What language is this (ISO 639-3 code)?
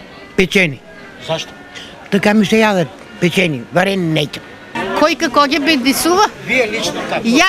mkd